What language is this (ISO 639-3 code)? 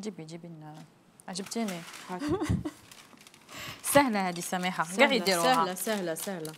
arq